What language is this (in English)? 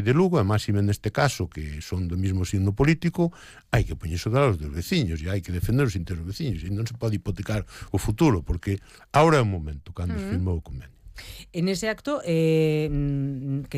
Galician